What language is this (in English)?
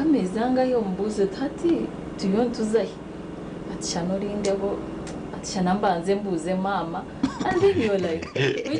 Nyankole